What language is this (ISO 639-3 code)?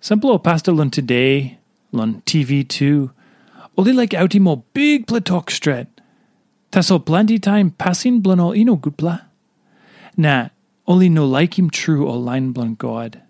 tpi